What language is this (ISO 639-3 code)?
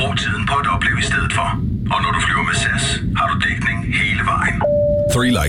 dan